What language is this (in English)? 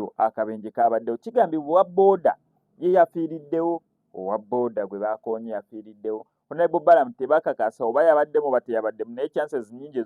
Ganda